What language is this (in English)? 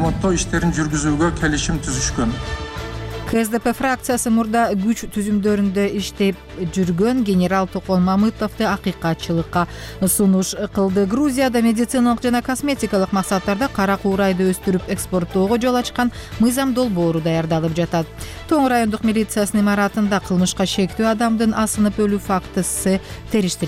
Kyrgyz